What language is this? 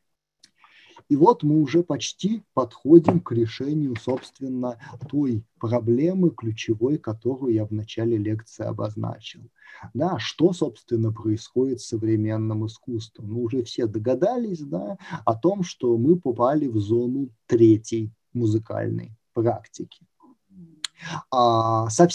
Russian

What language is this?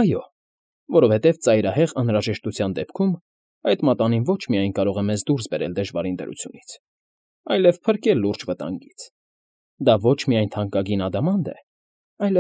Armenian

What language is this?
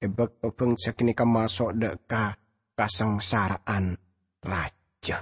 Madurese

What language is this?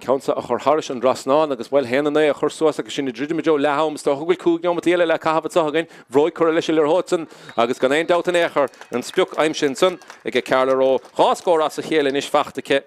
Irish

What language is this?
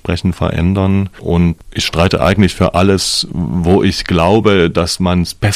German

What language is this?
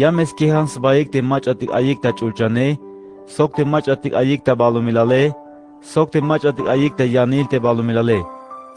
Tzeltal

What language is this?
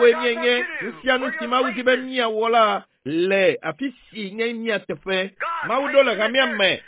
Ewe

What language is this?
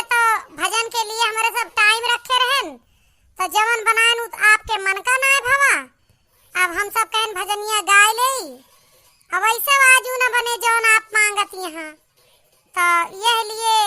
Awadhi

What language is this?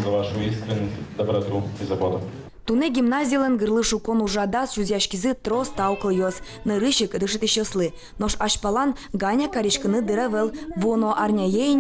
Udmurt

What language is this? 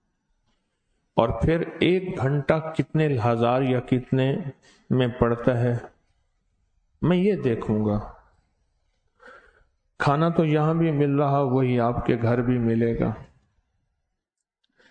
Urdu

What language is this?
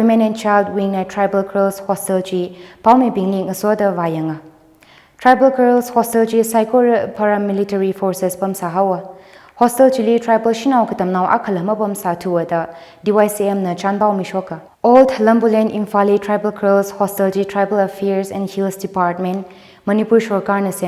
Tangkhul Naga (India)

